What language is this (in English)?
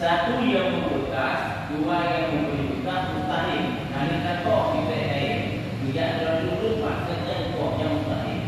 Achinese